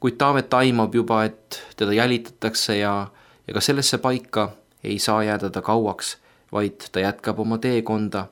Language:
Estonian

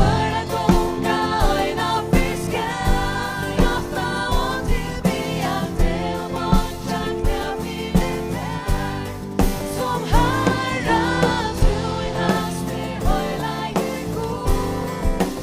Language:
Faroese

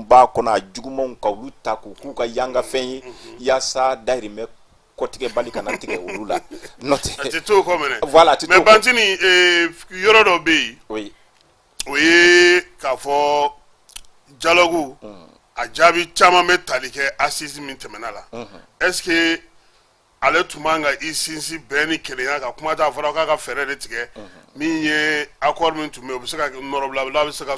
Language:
Bambara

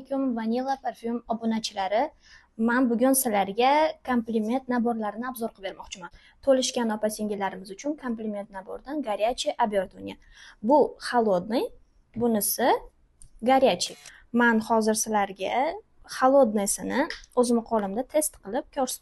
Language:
Uzbek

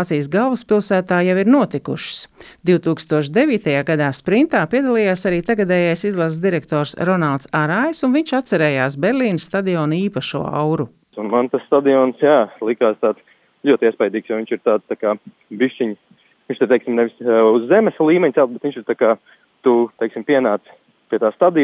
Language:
Latvian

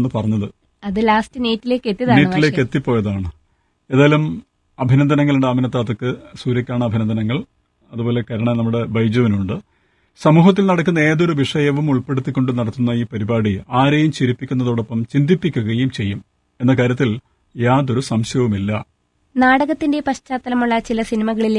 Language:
Malayalam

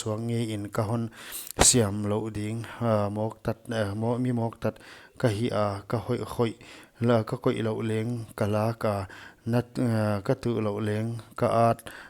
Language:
Paite Chin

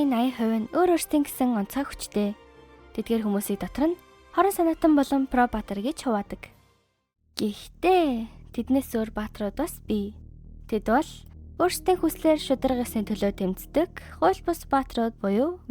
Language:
Mongolian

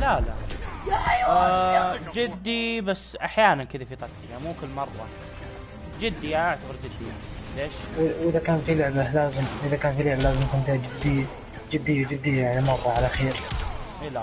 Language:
Gulf Arabic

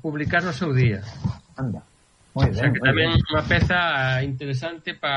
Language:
Galician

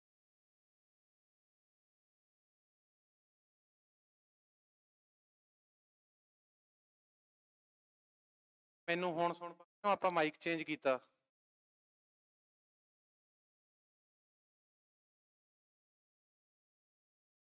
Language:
Punjabi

